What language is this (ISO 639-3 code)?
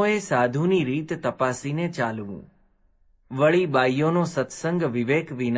guj